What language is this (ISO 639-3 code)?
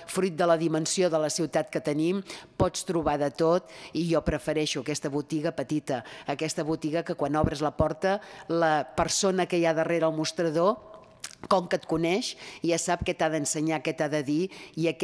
cat